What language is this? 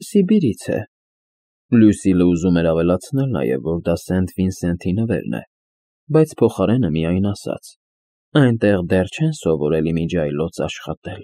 Armenian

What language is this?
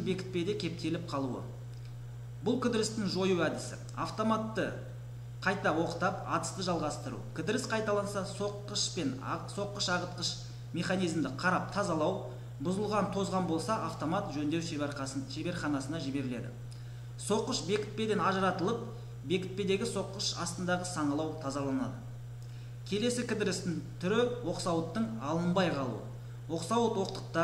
Kazakh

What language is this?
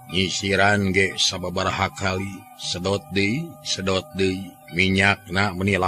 Sundanese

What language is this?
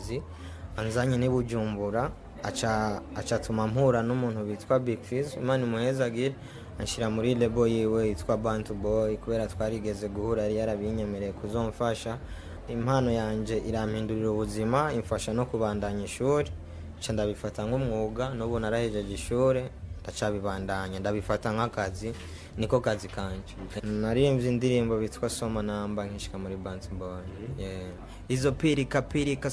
Rundi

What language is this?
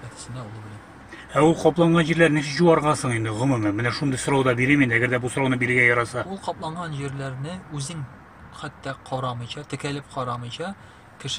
Tatar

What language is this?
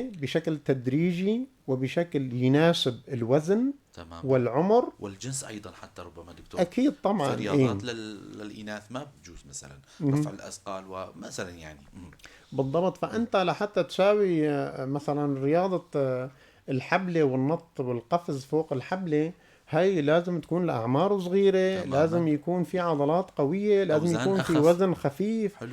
North Levantine Arabic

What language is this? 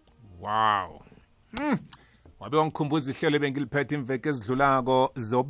South Ndebele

